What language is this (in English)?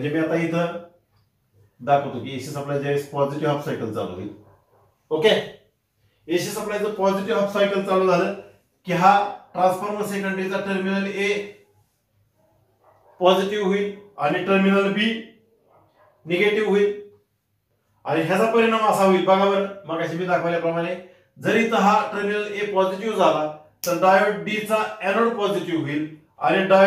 Marathi